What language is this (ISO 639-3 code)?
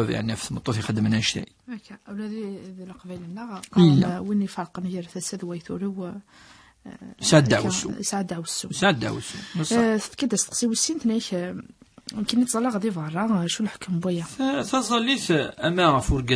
kab